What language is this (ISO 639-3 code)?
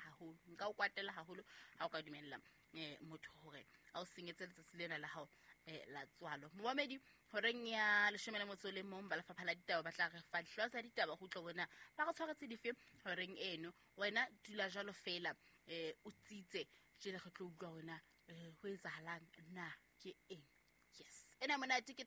sot